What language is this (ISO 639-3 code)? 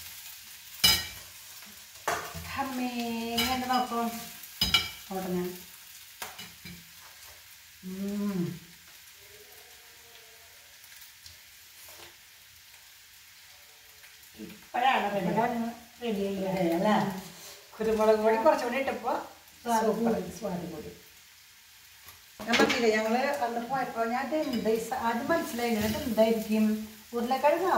mal